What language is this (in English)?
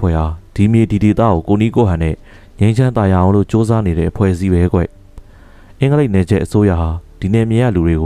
Burmese